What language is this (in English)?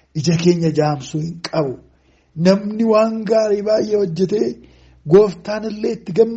Oromo